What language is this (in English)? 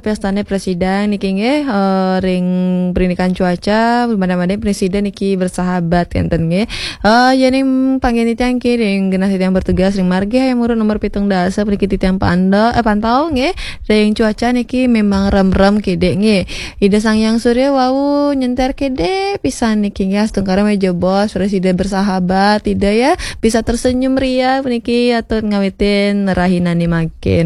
Balinese